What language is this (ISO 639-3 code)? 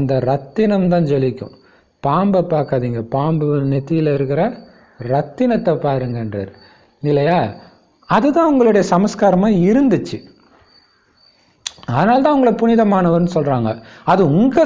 tam